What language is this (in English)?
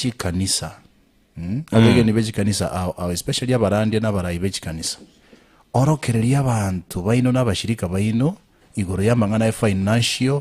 Gusii